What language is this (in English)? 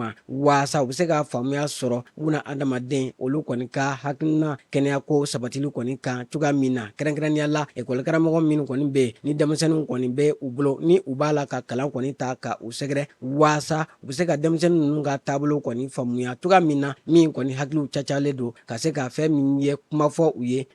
Bambara